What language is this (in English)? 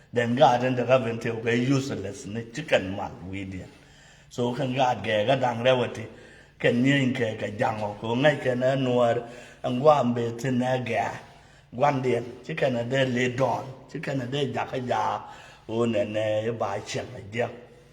Nuer